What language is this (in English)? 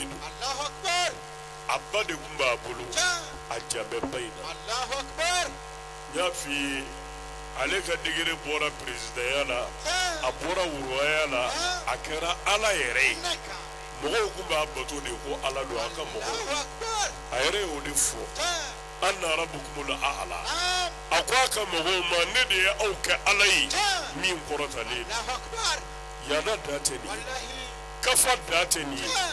Bambara